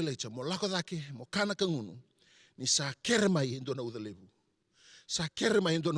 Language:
Fijian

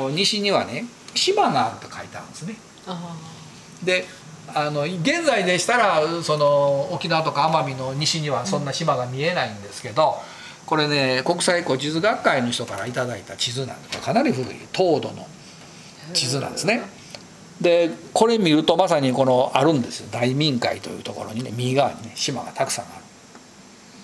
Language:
Japanese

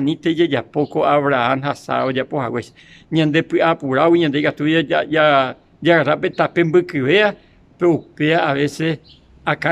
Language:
Guarani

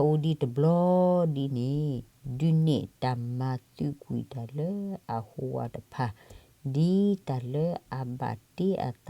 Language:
S'gaw Karen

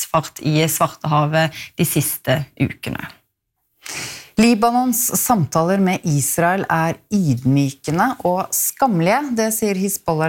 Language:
Norwegian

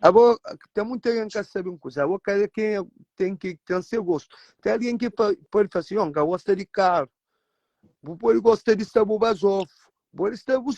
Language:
Kabuverdianu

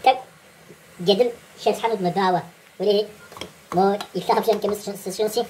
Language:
Kabardian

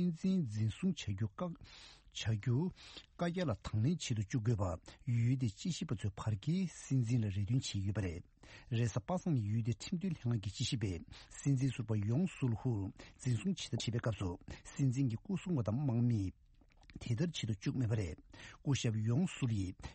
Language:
Tibetan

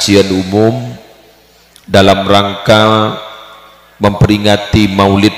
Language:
Madurese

